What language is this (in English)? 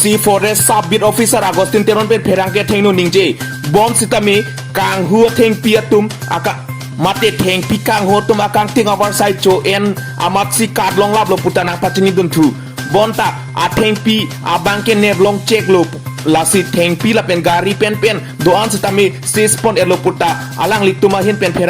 Karbi